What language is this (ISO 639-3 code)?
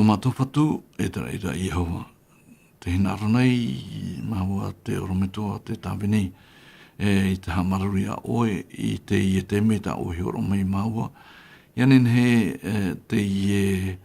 tah